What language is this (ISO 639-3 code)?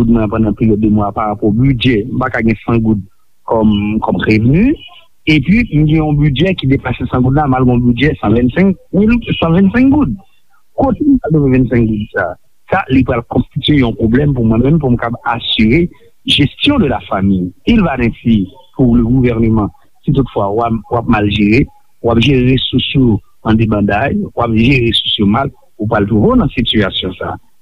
hat